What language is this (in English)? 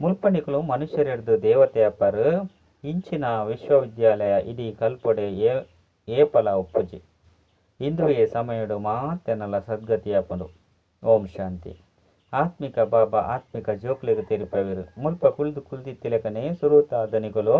Tulu